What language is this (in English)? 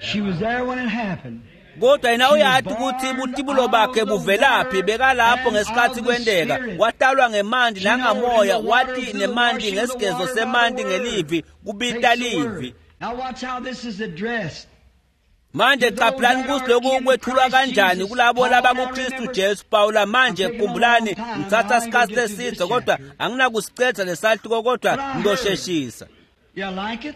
Swati